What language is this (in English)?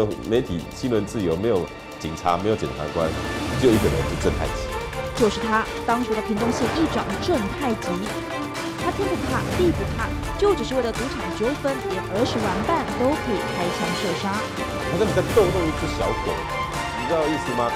Chinese